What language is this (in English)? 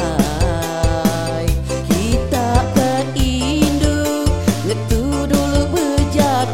Iban